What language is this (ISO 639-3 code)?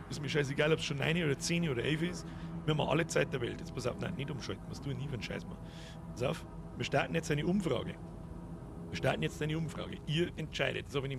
bar